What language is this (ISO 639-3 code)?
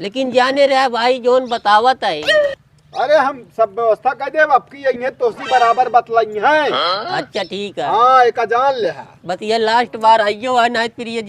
awa